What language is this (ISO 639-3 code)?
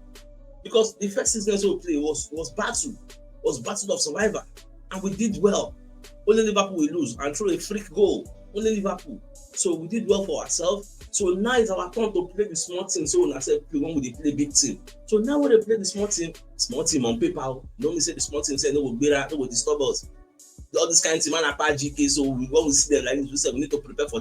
pcm